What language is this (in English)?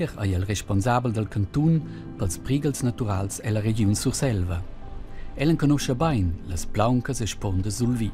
Romansh